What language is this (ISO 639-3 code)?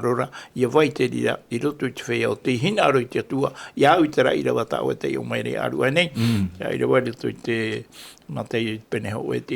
tah